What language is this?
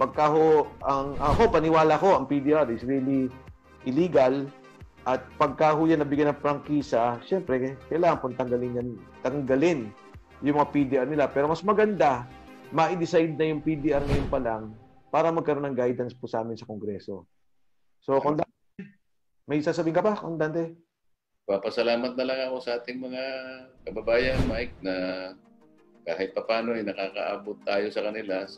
Filipino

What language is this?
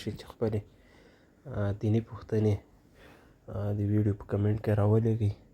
Pashto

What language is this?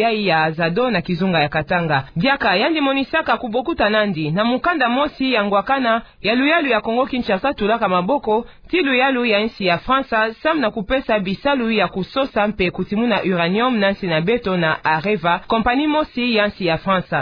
Kituba (Democratic Republic of Congo)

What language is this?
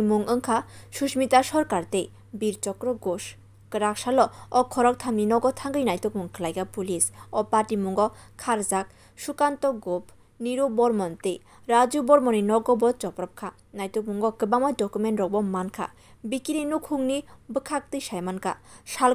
Kok Borok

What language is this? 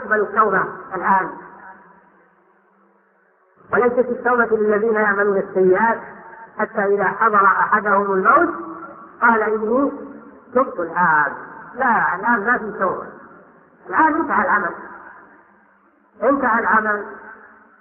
Arabic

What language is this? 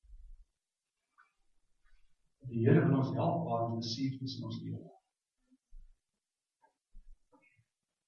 Afrikaans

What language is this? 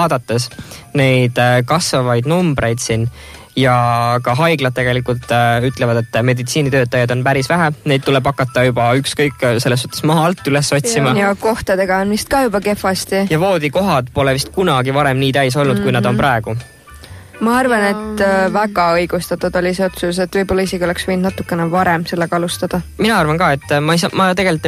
Estonian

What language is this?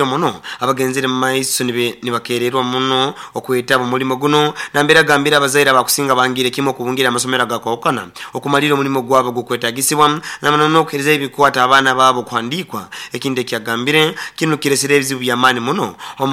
Nyoro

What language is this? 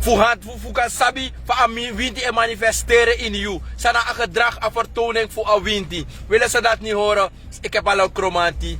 Sranan Tongo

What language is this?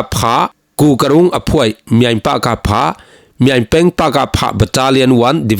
Falam Chin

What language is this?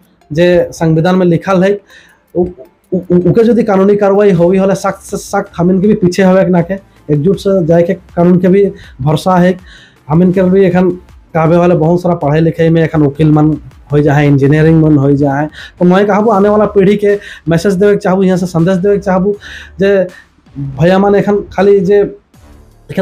Sadri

